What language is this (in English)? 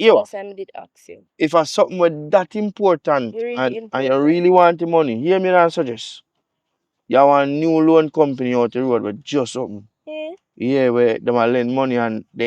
Jamaican Creole English